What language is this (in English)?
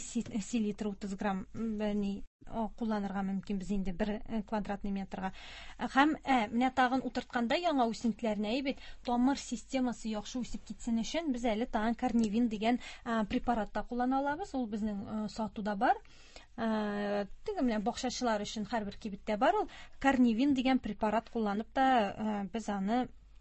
Tatar